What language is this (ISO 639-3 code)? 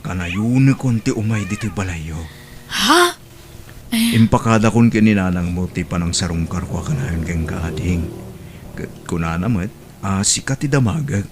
ilo